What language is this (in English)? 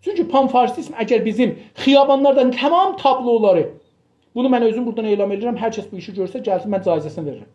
South Azerbaijani